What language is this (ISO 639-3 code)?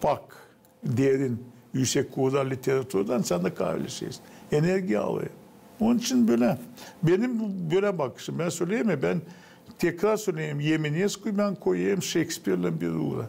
gag